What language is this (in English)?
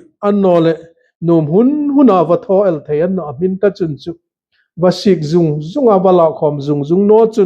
Hmar